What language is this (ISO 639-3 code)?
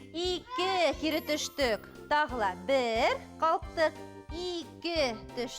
bak